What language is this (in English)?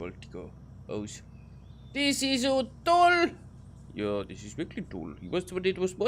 Bavarian